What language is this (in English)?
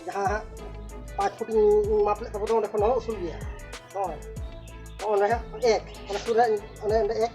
Santali